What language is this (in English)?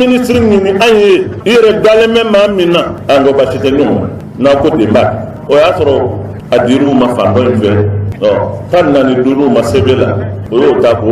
Bambara